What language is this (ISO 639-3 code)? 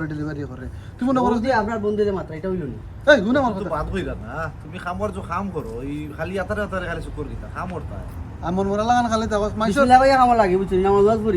syl